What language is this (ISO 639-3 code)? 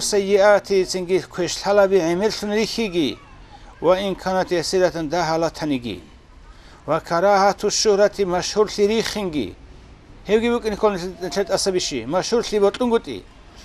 ava